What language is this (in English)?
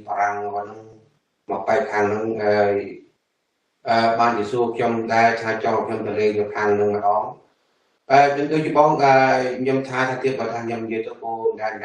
Khmer